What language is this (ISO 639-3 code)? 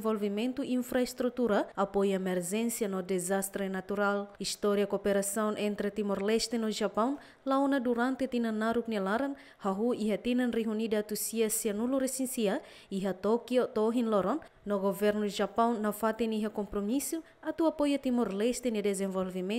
tet